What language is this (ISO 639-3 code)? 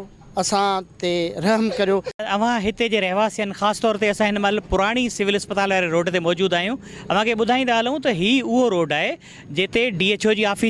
snd